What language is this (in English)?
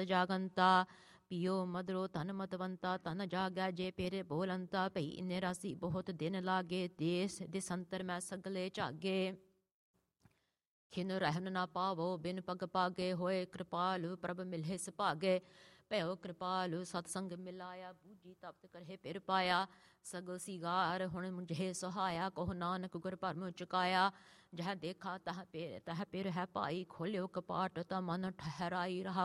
Punjabi